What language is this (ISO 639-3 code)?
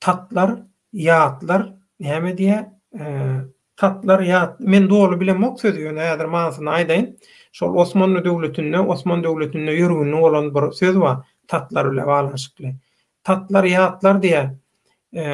tuk